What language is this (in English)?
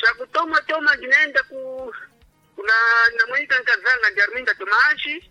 Sena